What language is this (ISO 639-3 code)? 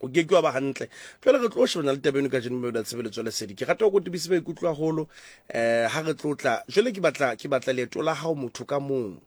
sot